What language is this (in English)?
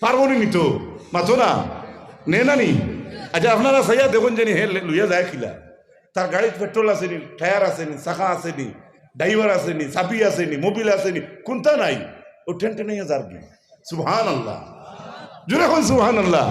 Sylheti